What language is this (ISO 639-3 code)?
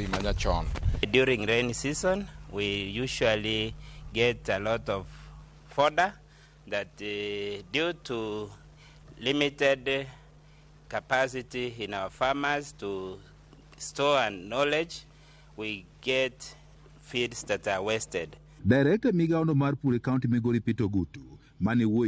luo